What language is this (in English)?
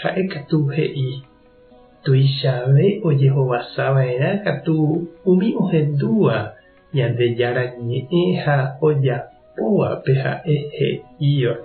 Guarani